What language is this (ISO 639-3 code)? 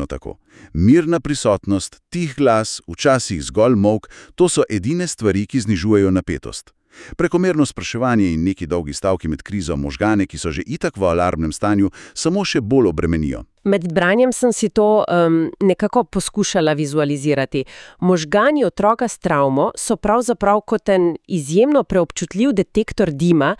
slv